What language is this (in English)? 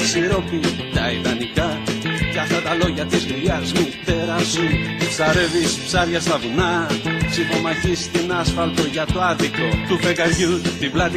Greek